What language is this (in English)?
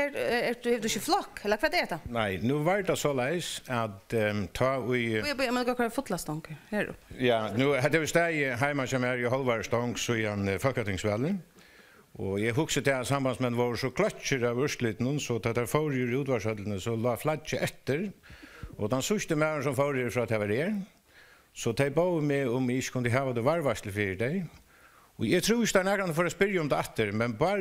Faroese